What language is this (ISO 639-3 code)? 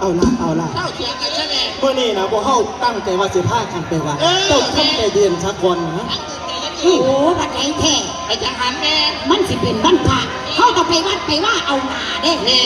tts